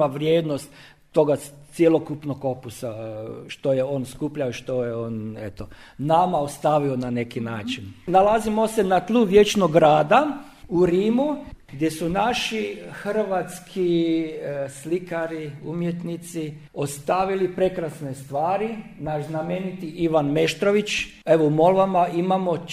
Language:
Croatian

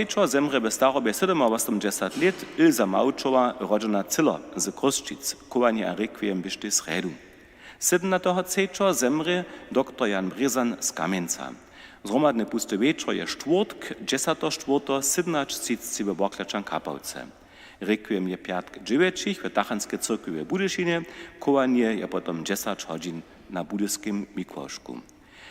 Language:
Upper Sorbian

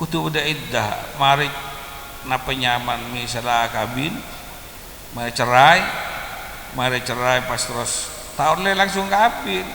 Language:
Madurese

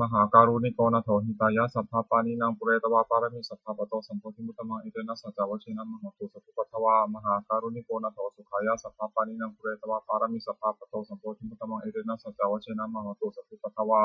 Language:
Pali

